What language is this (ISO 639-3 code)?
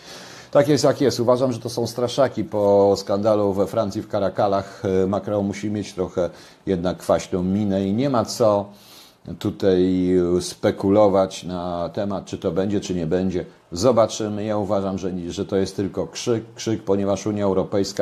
pol